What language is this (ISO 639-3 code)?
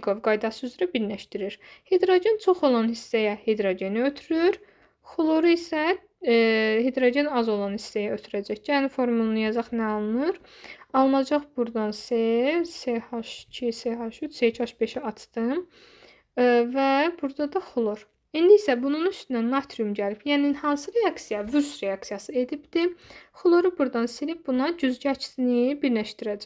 aze